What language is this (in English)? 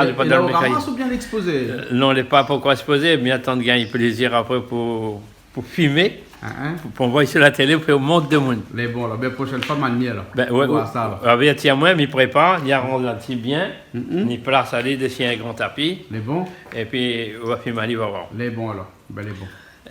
Réunion Creole French